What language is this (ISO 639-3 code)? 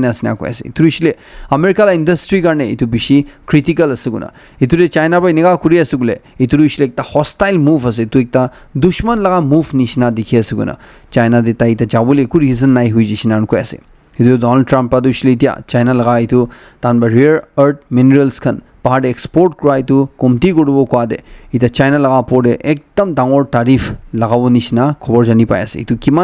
nag